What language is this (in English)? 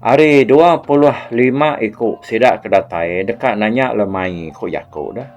Iban